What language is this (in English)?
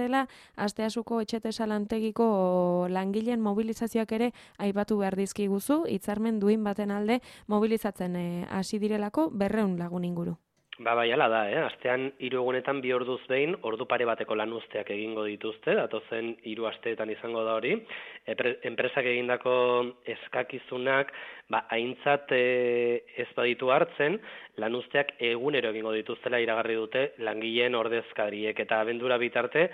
Basque